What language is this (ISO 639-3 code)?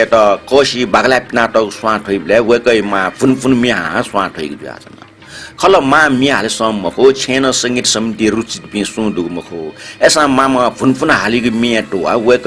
new